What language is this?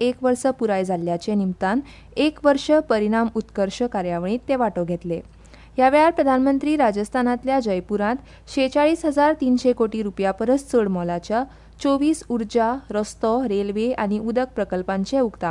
Konkani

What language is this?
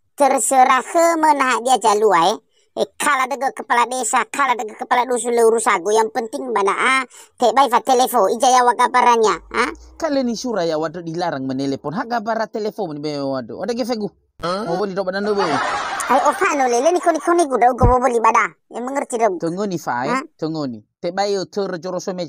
Nias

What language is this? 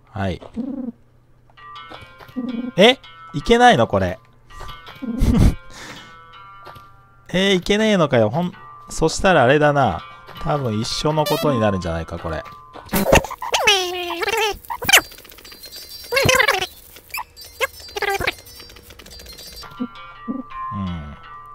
Japanese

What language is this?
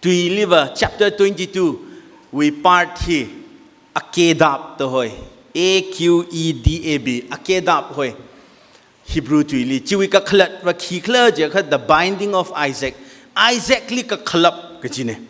Tangkhul Naga (India)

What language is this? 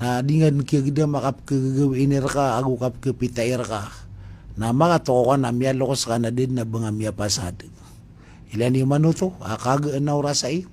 Maranao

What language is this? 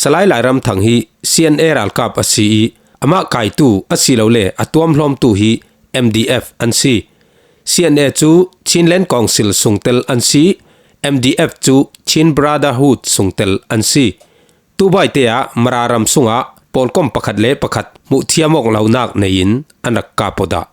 Falam Chin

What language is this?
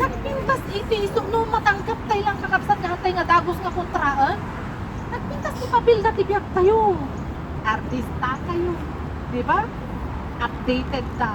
Iloko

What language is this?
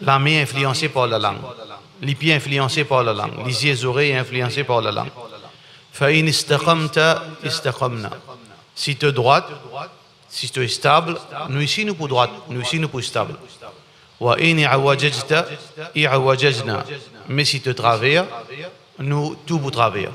Morisyen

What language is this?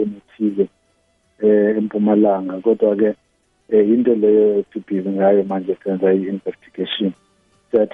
South Ndebele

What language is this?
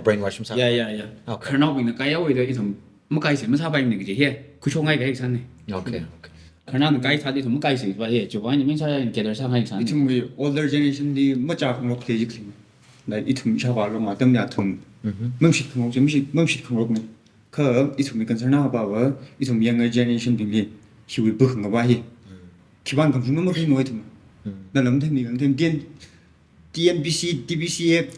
Tangkhul Naga (India)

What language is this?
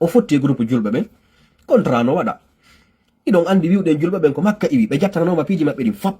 Fula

